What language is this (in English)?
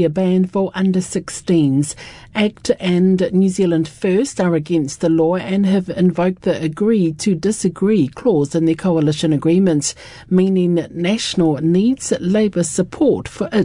English